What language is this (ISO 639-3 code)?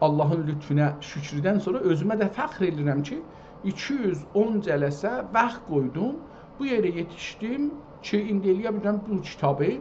azb